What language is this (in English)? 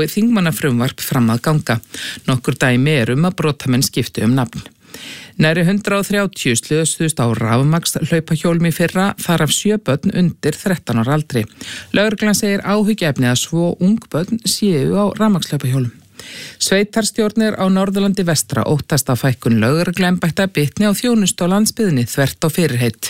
Icelandic